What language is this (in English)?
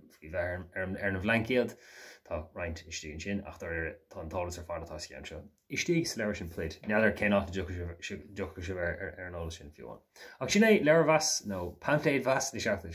Irish